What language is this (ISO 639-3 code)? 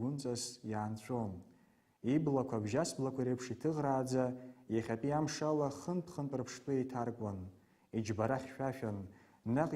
abk